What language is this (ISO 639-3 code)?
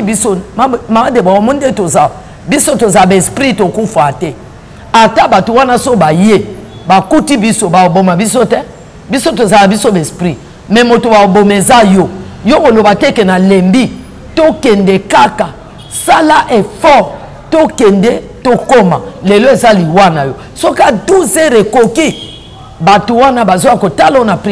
lin